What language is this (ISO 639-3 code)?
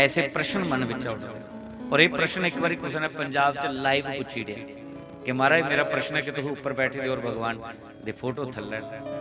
doi